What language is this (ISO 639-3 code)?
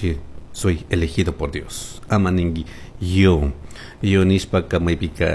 qug